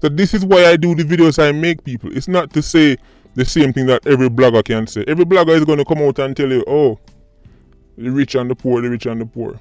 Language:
Jamaican Creole English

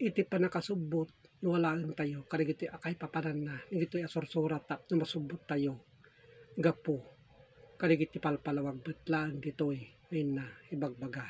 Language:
Iloko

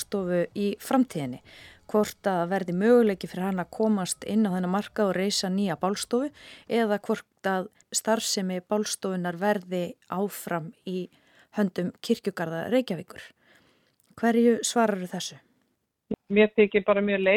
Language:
Icelandic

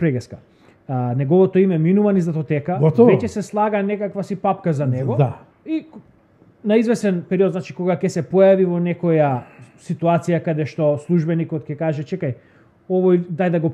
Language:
Macedonian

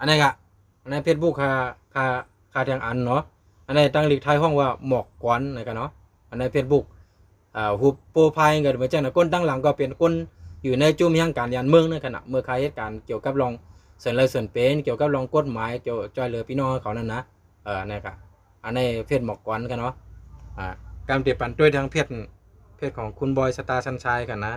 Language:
Shan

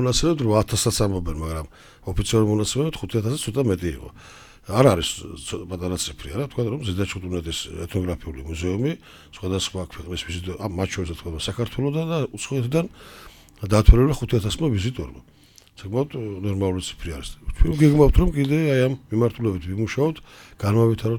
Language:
Georgian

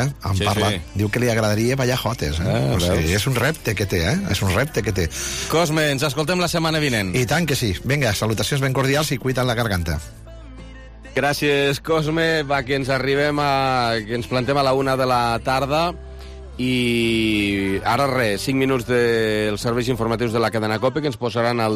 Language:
Catalan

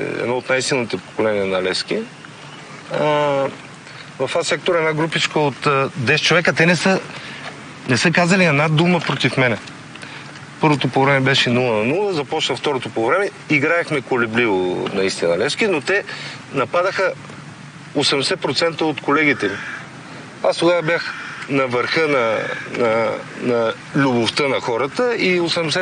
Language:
Bulgarian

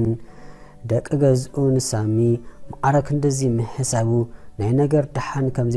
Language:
Tigrinya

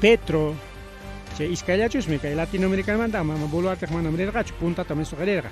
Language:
Ayacucho Quechua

